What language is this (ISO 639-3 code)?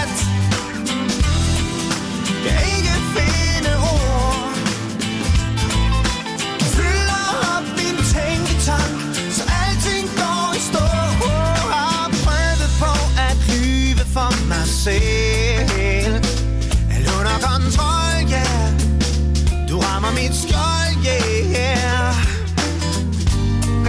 dan